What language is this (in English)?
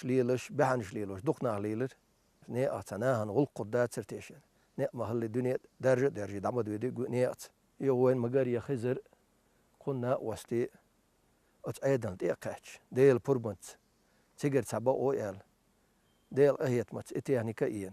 Chechen